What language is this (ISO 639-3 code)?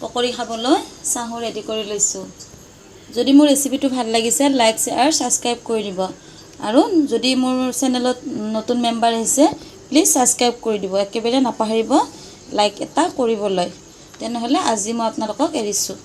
asm